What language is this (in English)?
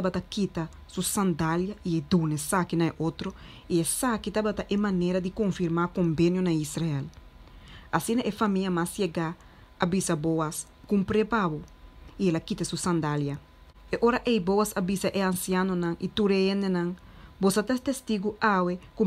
Papiamento